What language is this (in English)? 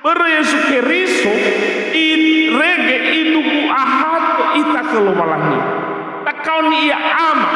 Nias